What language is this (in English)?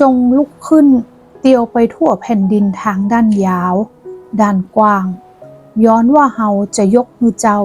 Northern Thai